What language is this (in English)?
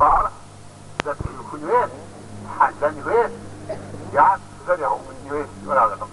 Kabardian